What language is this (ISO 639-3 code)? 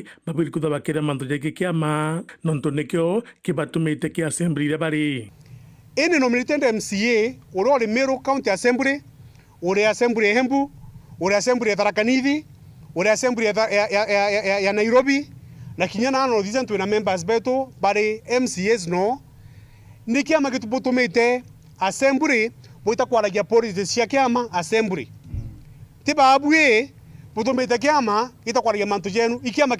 mer